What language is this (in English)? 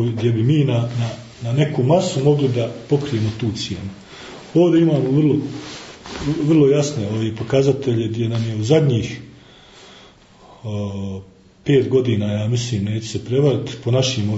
Bosnian